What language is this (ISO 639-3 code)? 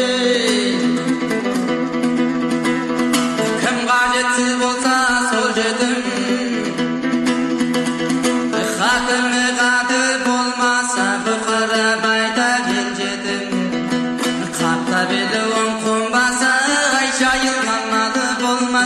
kaz